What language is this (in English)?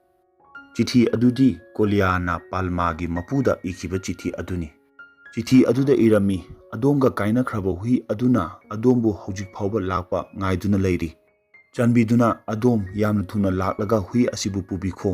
Manipuri